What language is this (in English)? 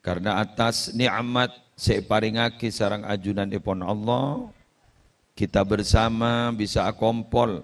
Madurese